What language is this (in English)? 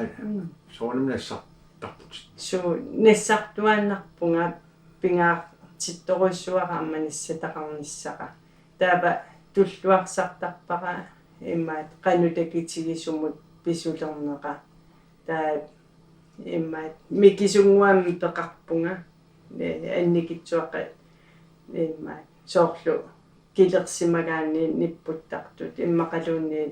Kalaallisut